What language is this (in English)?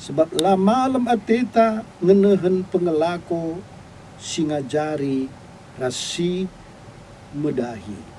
Batak Karo